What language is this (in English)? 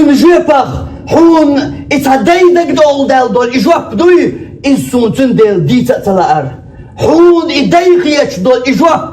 Chechen